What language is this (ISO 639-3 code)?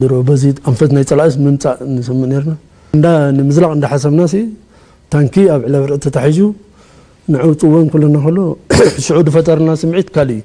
tir